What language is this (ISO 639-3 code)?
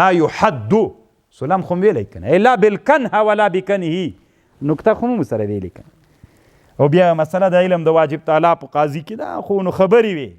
pus